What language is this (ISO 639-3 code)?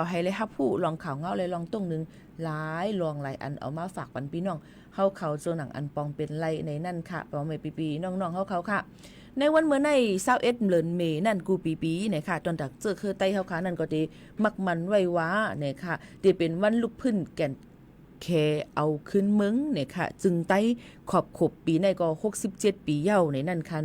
shn